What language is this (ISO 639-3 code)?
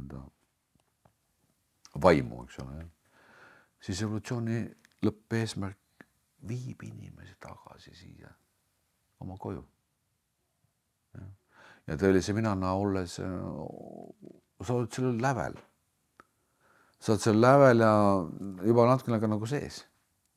est